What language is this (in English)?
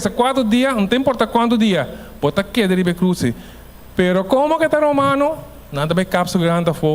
Papiamento